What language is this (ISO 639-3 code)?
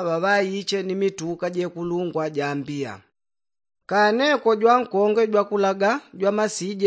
yao